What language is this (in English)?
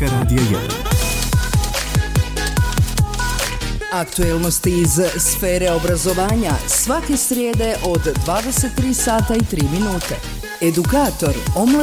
Bosnian